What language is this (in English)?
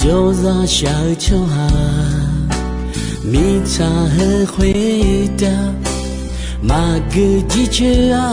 Akha